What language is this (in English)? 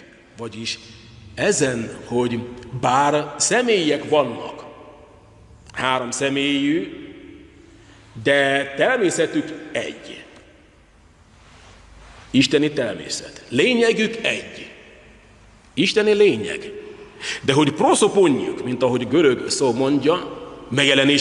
Hungarian